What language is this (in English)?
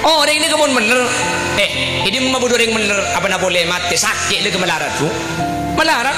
Madurese